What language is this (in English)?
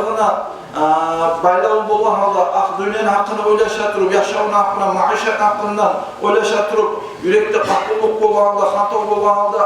Kumyk